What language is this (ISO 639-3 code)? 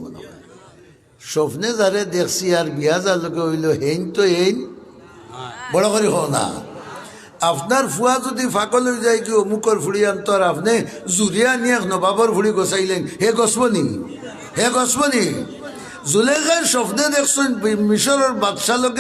syl